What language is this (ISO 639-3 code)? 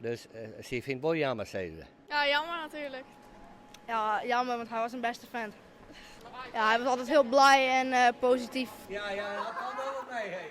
fry